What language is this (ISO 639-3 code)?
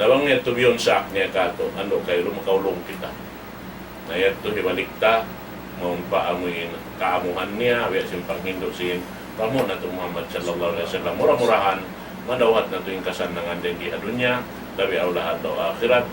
tsg